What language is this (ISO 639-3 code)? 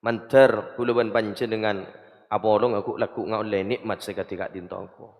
mad